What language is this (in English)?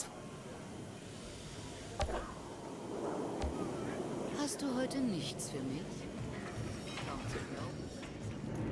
German